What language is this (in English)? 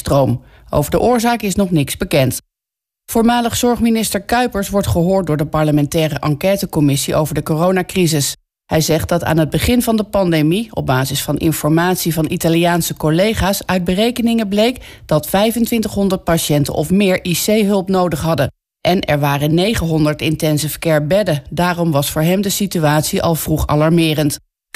Dutch